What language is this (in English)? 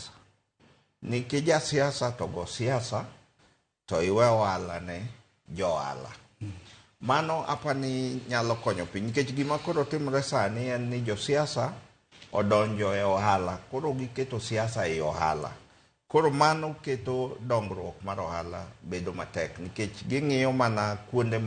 Luo (Kenya and Tanzania)